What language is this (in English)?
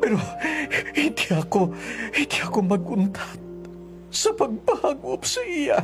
Hiligaynon